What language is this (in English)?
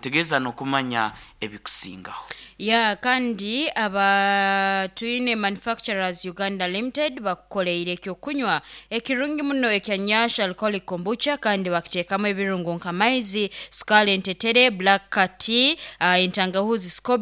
Nyoro